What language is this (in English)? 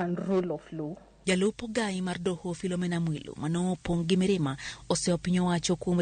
Luo (Kenya and Tanzania)